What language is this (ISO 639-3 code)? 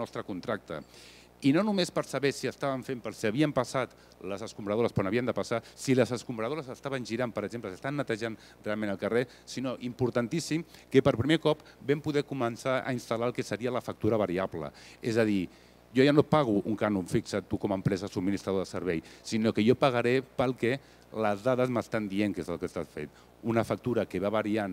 cat